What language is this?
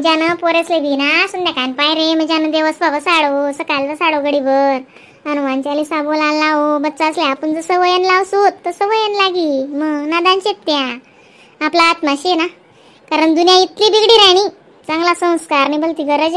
Khandesi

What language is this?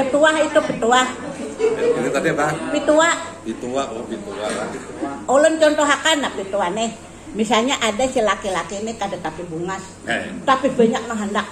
Banjar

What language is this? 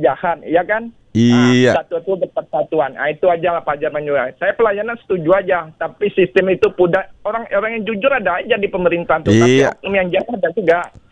Indonesian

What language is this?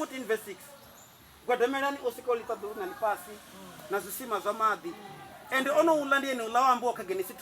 Venda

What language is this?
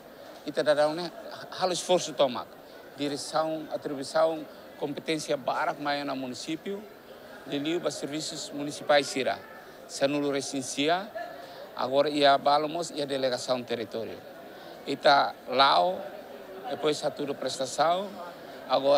Tetum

